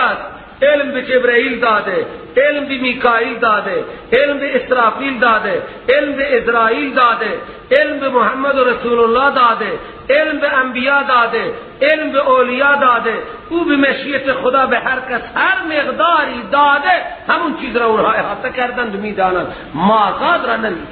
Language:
Persian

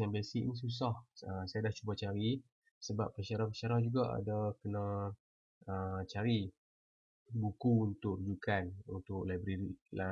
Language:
Malay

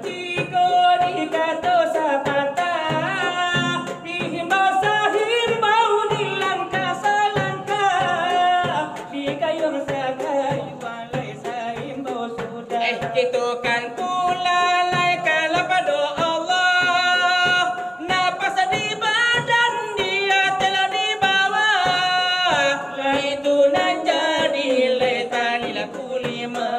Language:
Minangkabau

